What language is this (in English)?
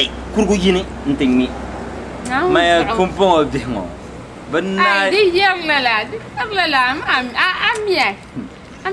Dagbani